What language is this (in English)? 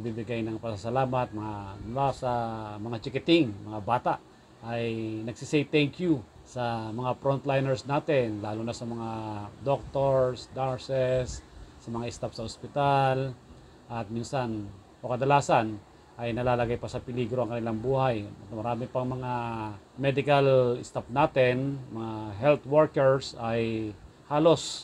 Filipino